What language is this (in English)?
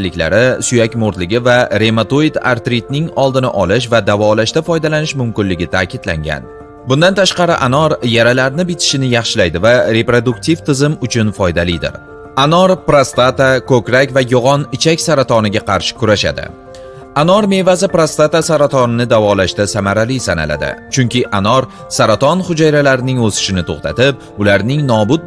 Uzbek